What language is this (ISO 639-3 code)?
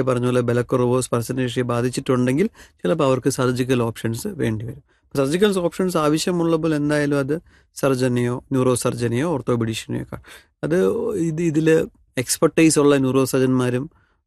mal